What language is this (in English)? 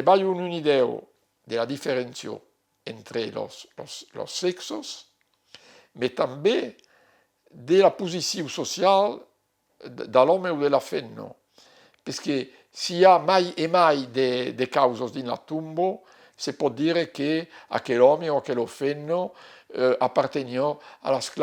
Occitan